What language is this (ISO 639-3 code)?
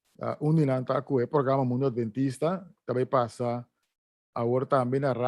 pap